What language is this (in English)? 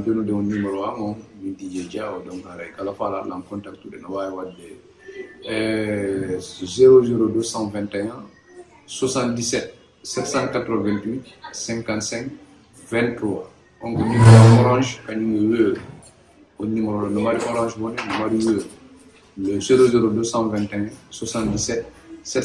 Fula